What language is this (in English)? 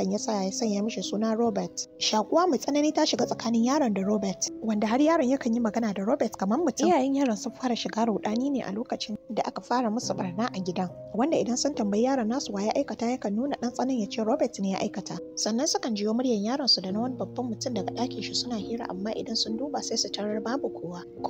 Hausa